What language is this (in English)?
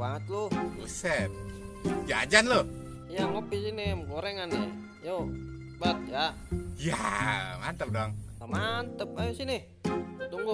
Betawi